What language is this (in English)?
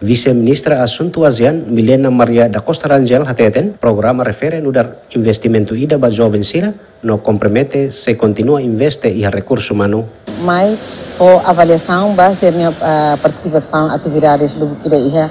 Tetum